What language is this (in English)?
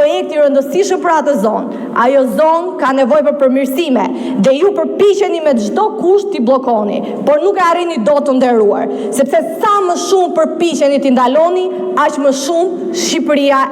Albanian